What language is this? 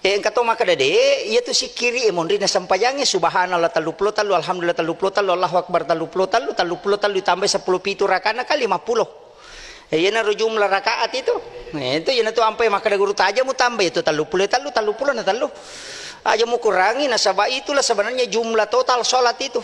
Buginese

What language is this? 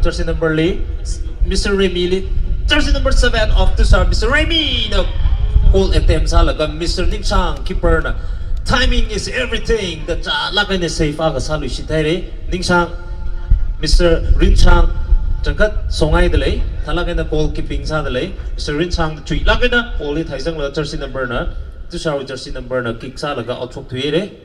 Tangkhul Naga (India)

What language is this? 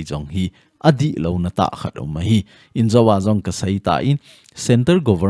Thado Chin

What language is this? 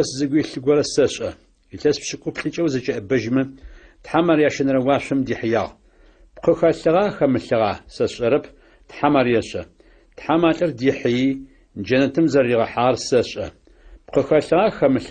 Adyghe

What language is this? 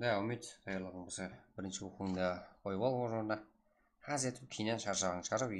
Kara-Kalpak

